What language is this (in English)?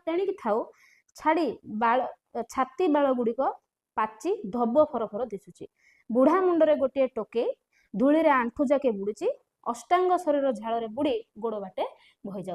Odia